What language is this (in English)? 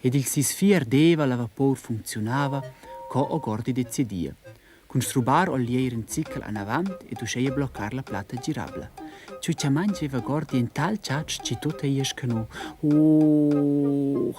Romansh